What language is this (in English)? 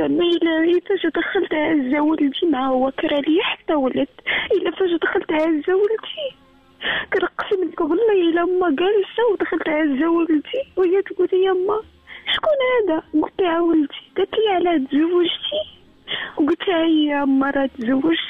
Moroccan Arabic